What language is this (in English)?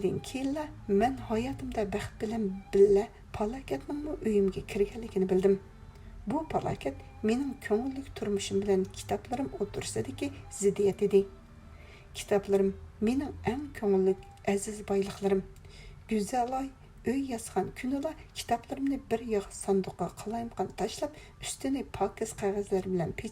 Uyghur